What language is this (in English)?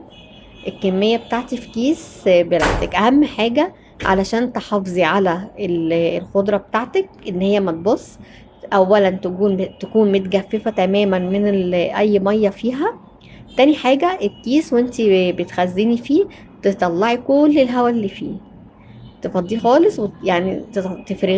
Egyptian Arabic